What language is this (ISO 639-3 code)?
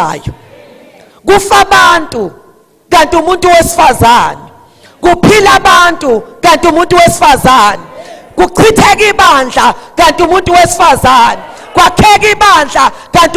zul